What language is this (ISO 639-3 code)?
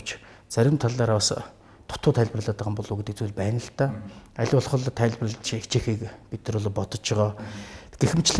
mon